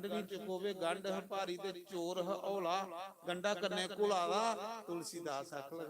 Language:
Dogri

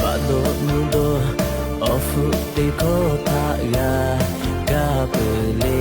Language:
Lahu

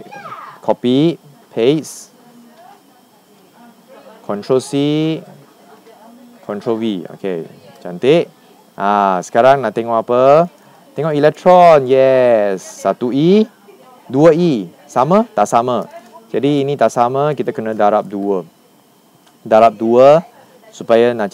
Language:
Malay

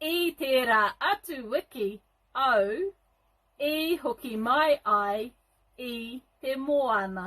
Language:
Māori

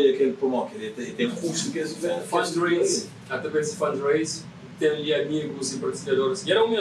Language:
Kabuverdianu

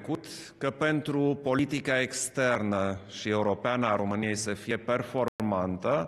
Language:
Romanian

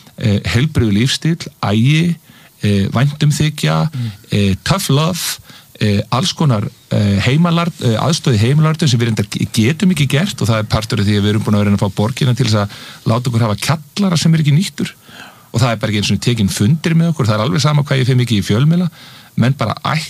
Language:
Icelandic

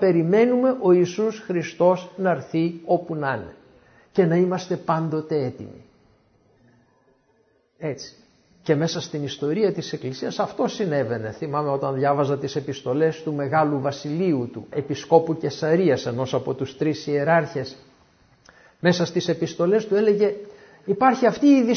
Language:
Greek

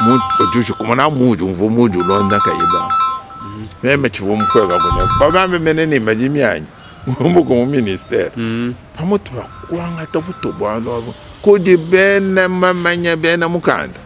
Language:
Luba-Lulua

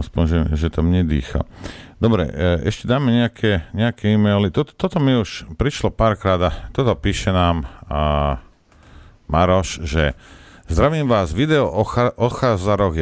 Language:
Slovak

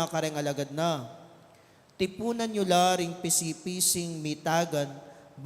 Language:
Pampanga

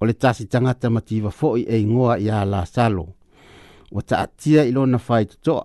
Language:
Samoan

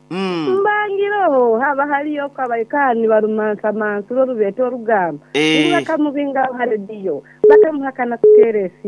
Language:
Nyoro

